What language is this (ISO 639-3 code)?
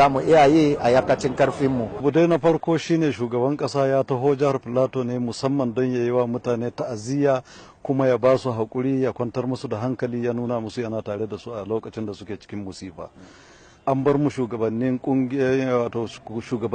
hau